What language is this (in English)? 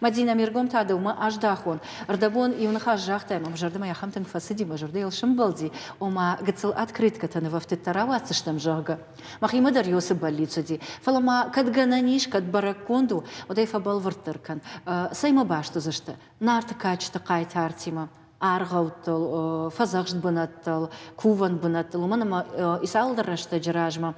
Ossetic